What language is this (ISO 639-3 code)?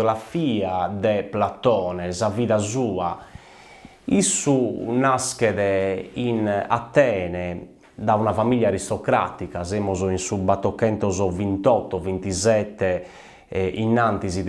srd